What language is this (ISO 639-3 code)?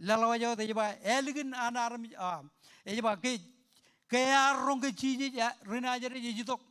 mah